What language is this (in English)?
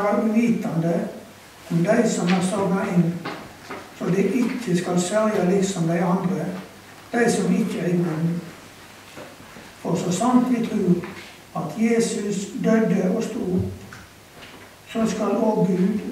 Norwegian